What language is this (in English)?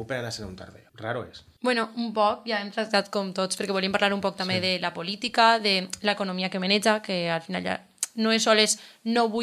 Catalan